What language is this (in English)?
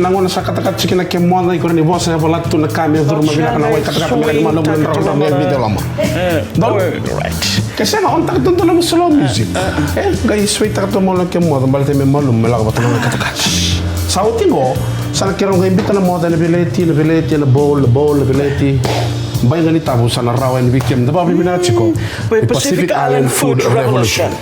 Fijian